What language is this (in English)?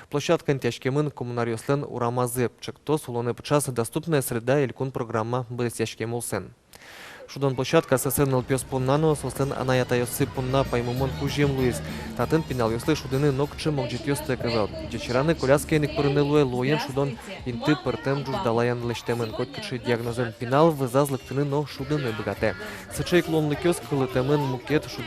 Udmurt